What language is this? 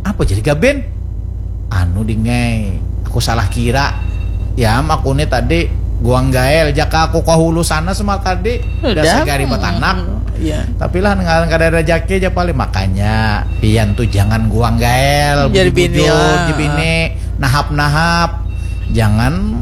Banjar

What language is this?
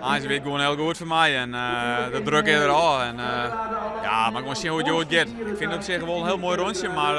Western Frisian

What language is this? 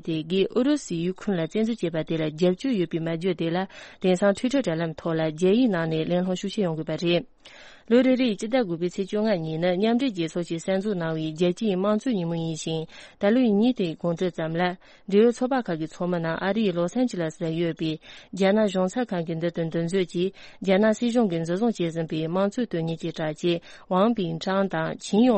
Tibetan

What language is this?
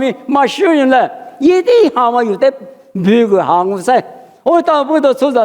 Lisu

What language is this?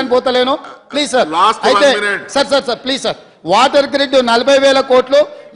Telugu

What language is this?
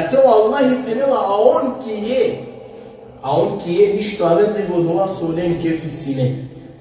Balkan Romani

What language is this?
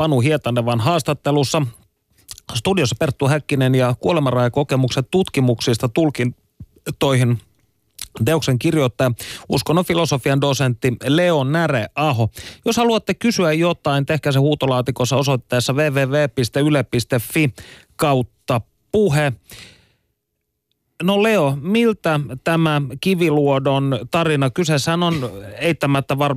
Finnish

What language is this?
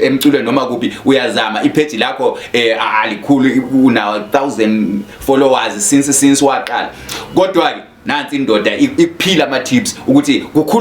Zulu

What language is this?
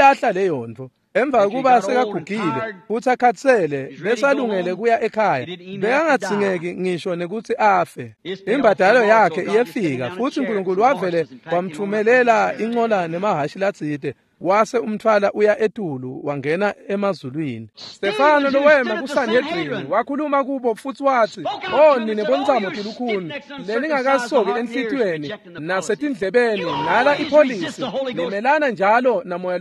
Swati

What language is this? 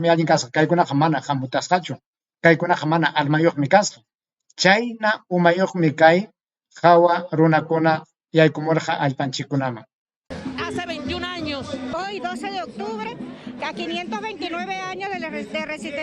Ayacucho Quechua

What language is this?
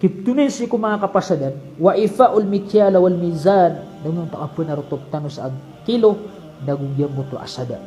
Maranao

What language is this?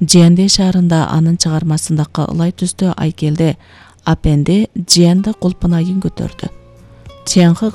Kyrgyz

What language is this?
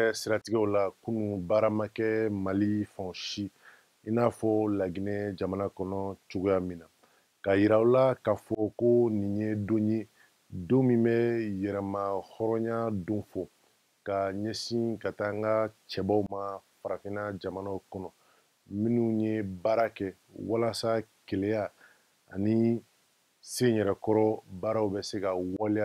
Bambara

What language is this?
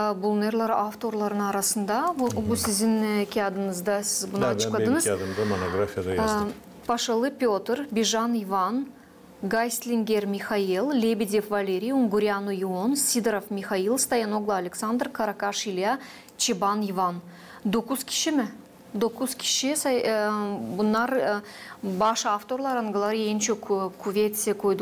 Gagauz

